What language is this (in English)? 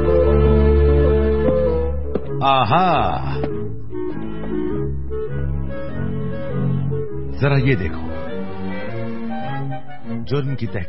Hindi